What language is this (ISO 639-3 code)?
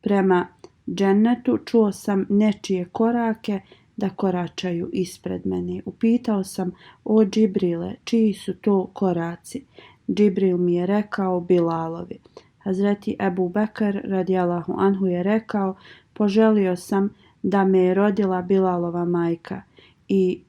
bos